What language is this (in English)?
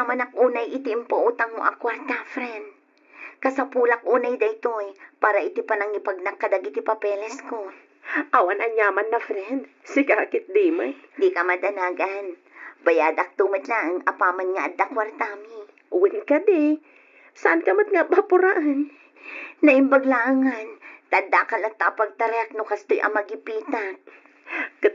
Iloko